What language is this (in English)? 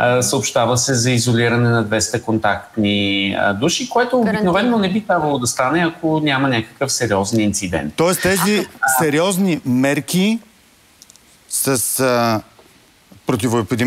Bulgarian